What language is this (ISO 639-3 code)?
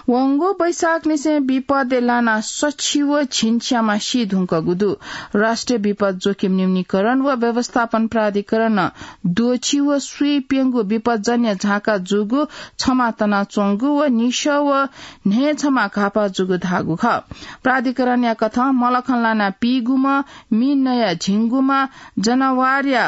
new